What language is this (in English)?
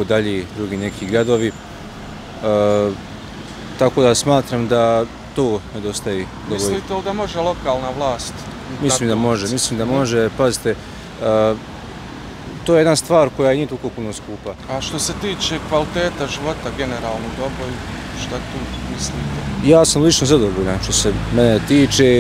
Bosnian